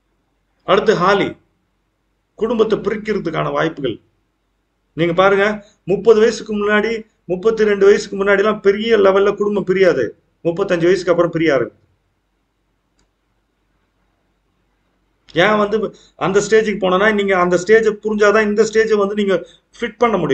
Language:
Tamil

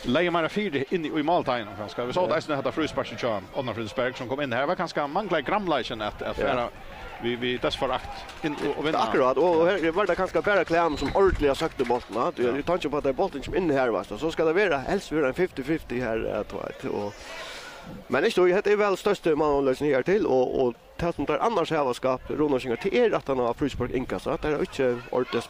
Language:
Faroese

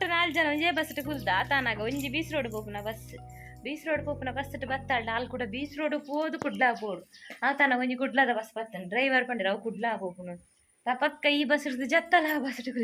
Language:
Tulu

